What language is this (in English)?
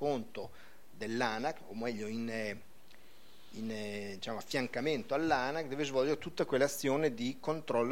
Italian